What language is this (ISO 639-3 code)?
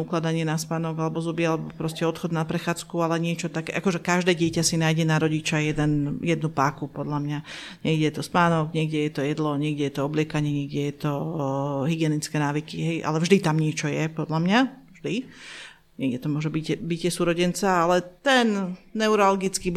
slk